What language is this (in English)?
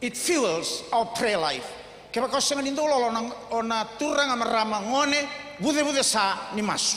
Fijian